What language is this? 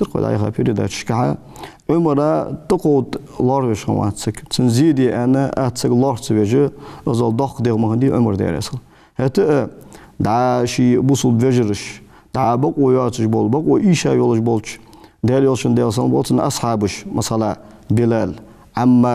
Ingush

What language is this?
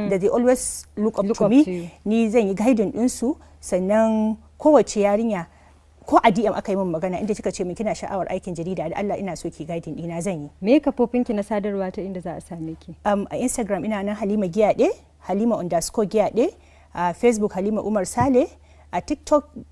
Hausa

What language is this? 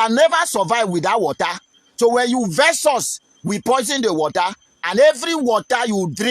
Nigerian Pidgin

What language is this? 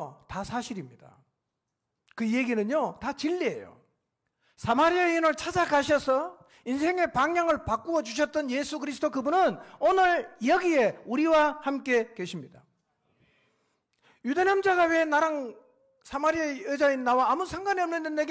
Korean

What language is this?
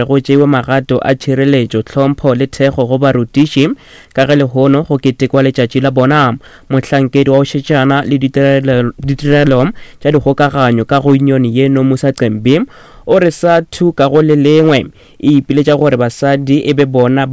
Northern Sotho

